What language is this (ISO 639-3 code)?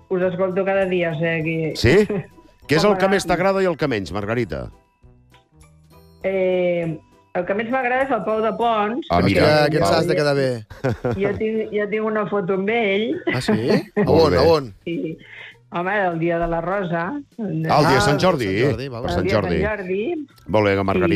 cat